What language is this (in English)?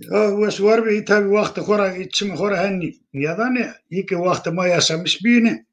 Zaza